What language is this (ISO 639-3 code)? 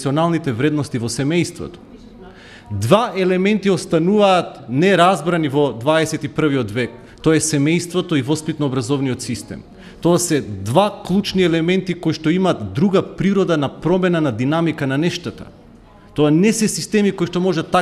mkd